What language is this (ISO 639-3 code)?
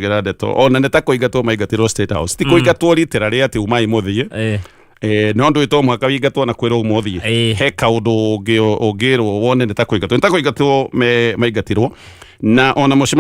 kik